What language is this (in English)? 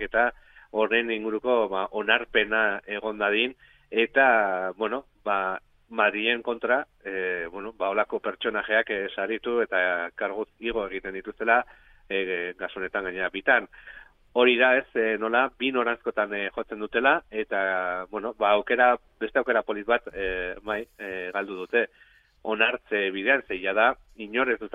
Basque